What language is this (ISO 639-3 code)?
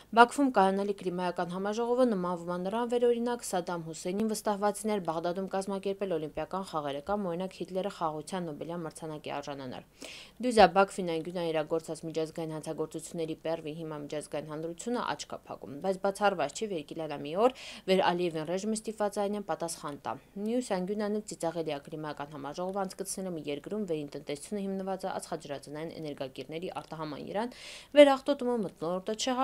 hye